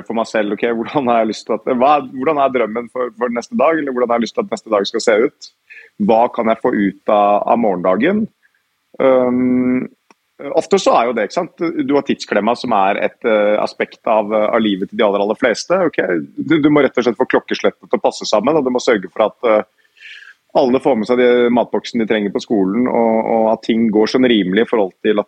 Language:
Norwegian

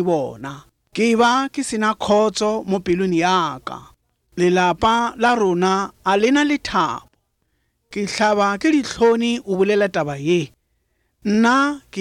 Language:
Northern Sotho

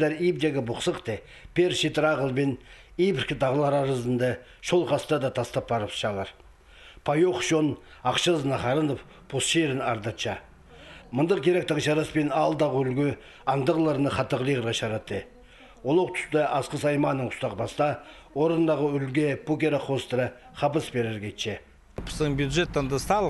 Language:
Khakas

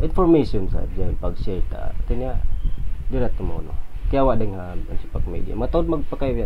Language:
Tausug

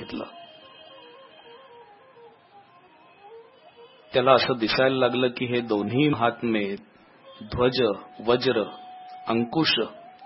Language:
Marathi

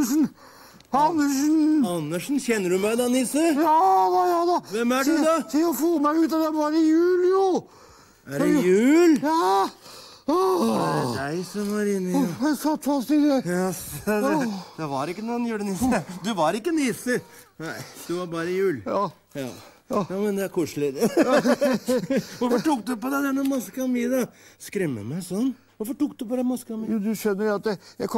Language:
Norwegian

